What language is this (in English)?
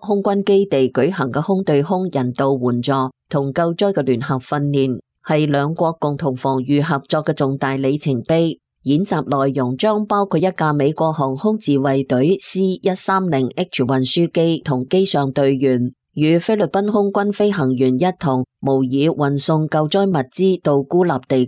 Cantonese